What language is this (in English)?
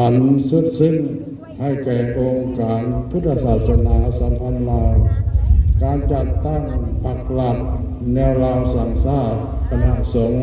Lao